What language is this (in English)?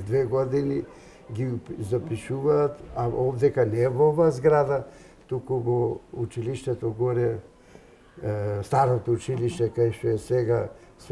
Macedonian